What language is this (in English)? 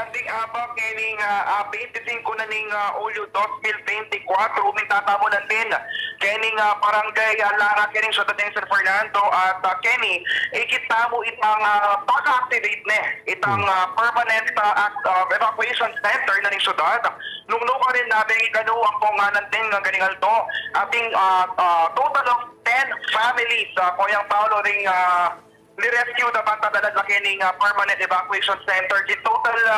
Pampanga